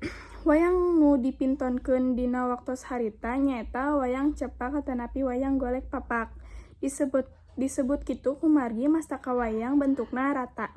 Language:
Sundanese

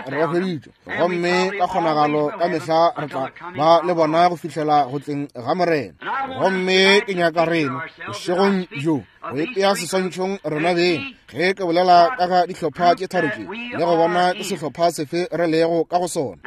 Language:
Northern Sotho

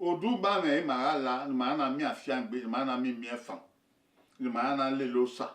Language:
Bini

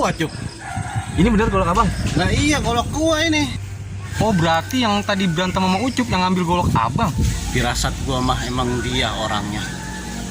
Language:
Betawi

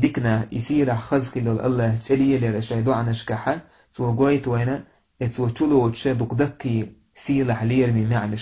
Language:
Chechen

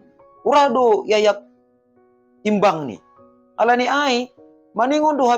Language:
Batak Simalungun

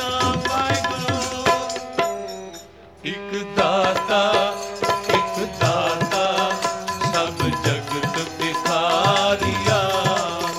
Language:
Punjabi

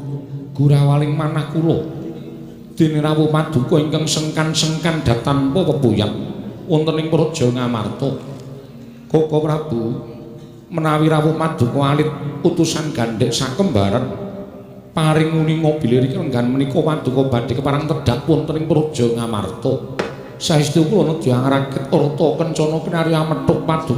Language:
Javanese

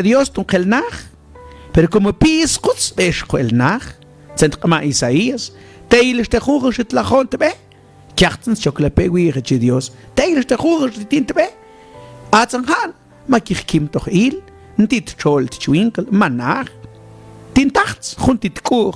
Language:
Mam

